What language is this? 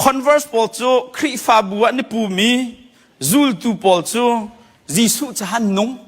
Hakha Chin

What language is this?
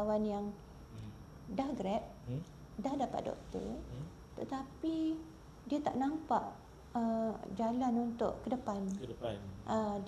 Malay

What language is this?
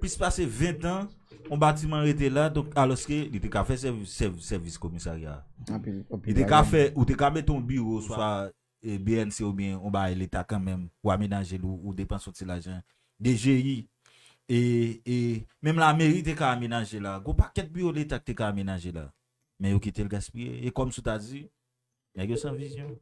Haitian Creole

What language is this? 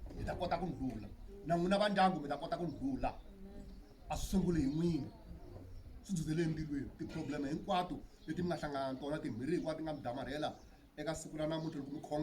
Tsonga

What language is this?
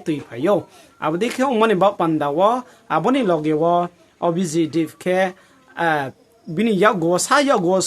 Riang (India)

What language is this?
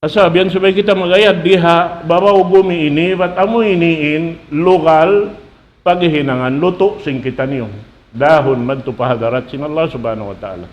Tausug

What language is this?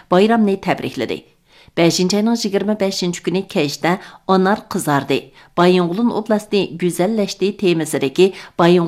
Uyghur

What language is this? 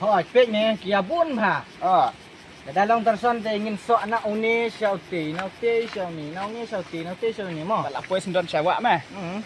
Khasi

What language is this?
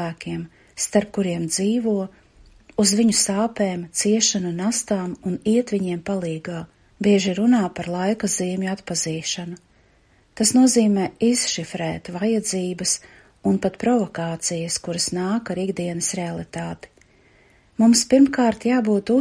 Latvian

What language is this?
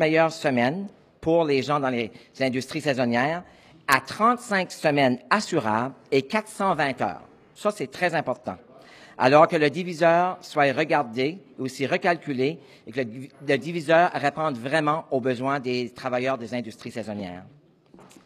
French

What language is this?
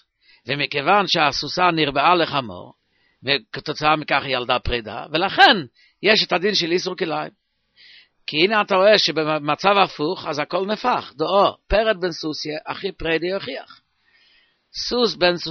Hebrew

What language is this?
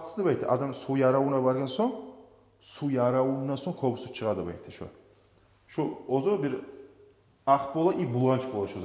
Kumyk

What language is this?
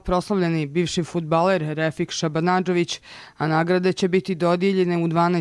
Croatian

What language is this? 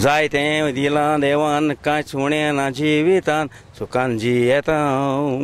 Konkani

